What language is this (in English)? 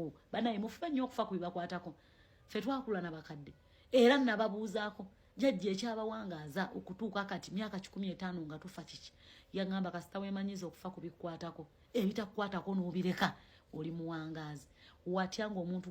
Ganda